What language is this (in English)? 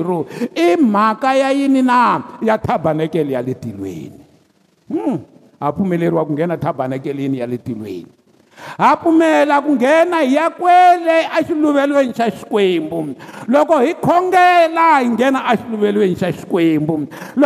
Tsonga